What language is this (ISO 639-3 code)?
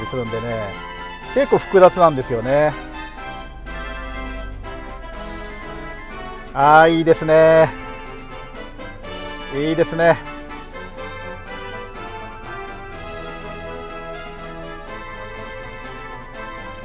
jpn